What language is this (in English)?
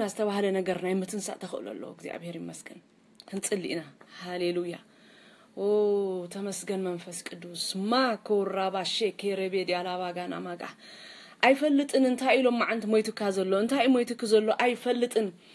Tigrinya